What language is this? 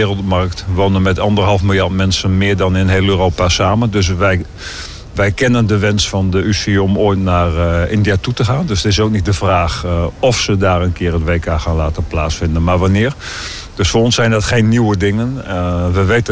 Dutch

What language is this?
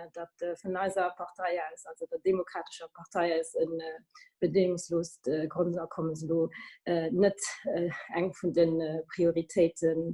Luxembourgish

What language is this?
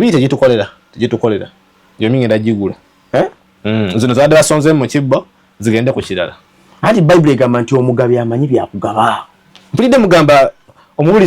Ganda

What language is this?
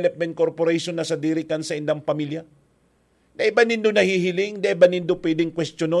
Bikol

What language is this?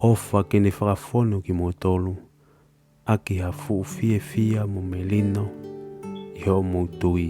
Tongan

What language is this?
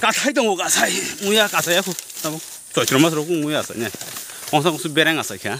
Kok Borok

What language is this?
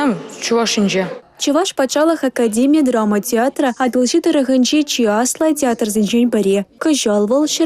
Chuvash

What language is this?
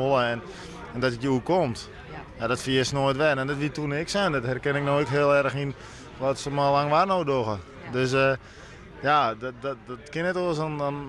Western Frisian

